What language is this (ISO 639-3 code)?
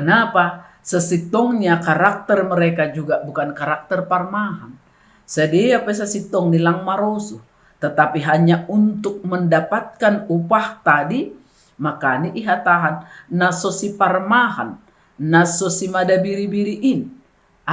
bts